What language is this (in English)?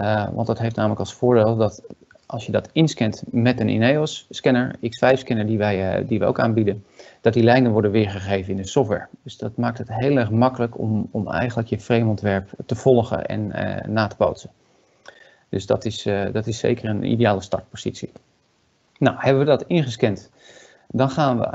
Dutch